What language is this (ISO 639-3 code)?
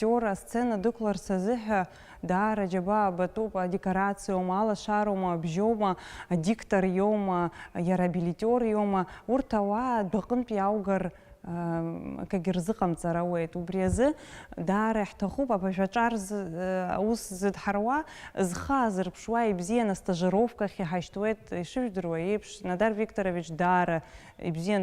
abk